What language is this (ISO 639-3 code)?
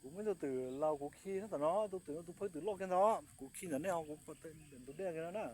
hmn